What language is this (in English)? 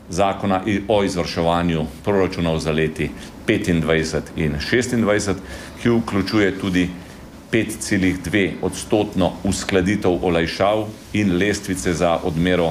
Slovenian